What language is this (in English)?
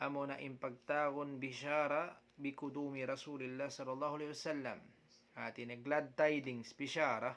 Tausug